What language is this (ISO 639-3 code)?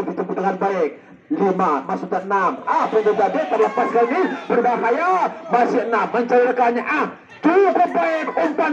ind